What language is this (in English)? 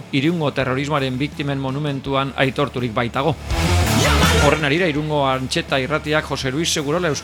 Basque